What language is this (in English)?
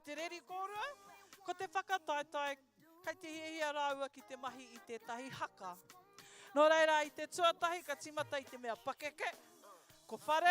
Māori